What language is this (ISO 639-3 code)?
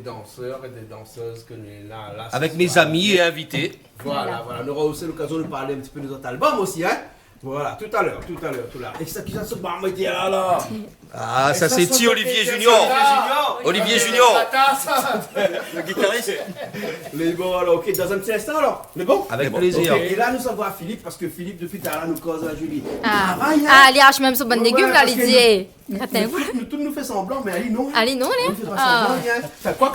rcf